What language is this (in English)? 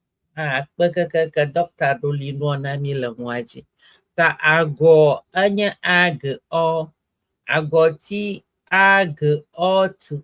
Ewe